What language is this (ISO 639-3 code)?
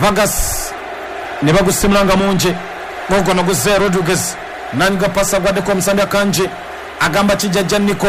lug